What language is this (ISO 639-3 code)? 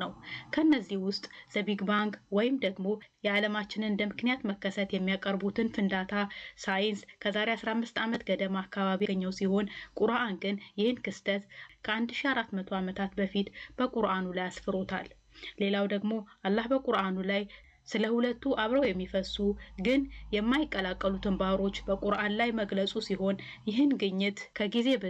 amh